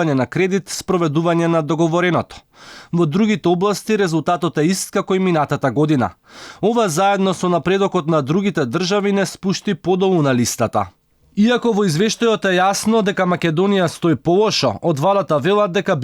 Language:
Macedonian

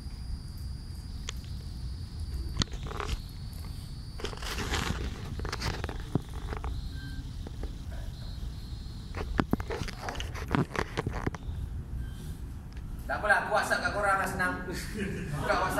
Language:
Malay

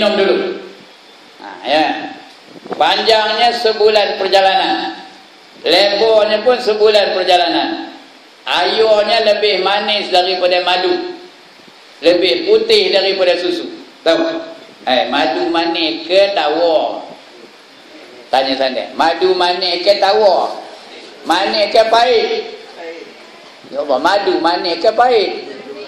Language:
Malay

